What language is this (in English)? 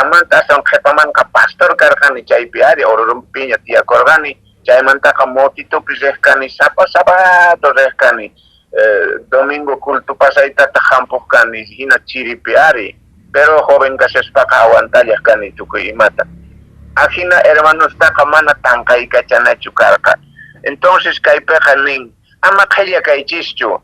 Quechua